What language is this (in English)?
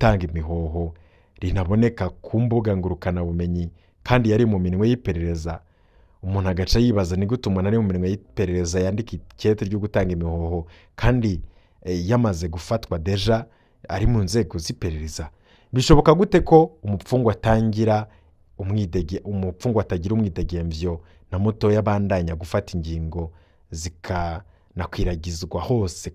Rundi